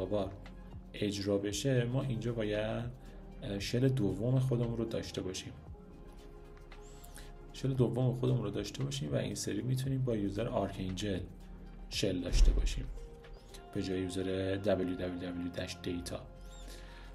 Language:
Persian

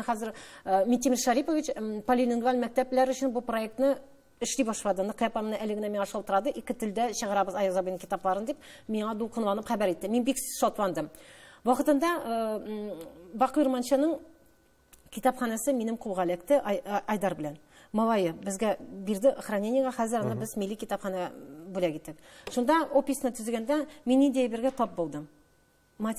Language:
Tatar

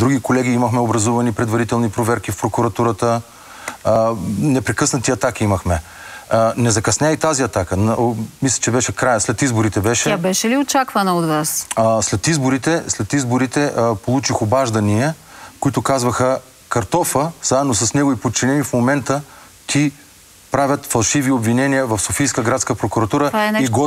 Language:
Bulgarian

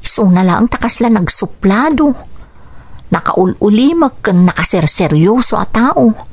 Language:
Iloko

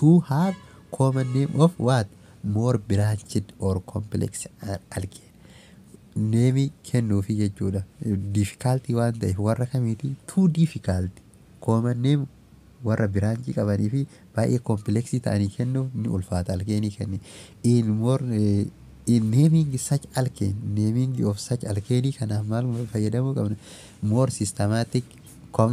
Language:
Oromo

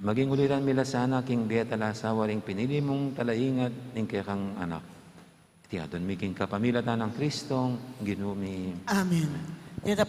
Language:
Pampanga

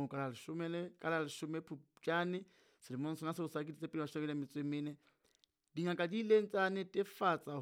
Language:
Southern Sotho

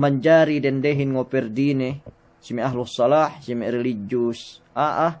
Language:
Yakan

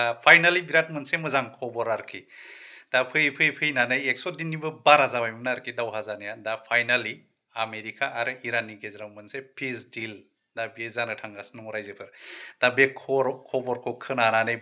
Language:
Bodo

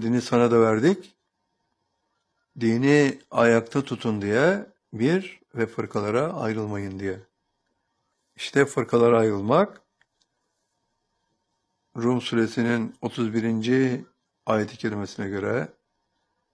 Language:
Turkish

